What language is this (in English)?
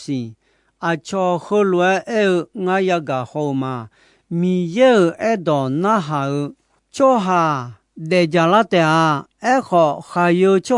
Akha